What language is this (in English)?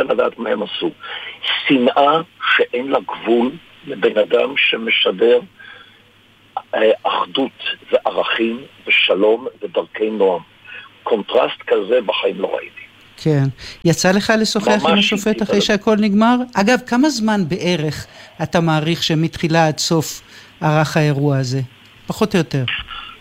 Hebrew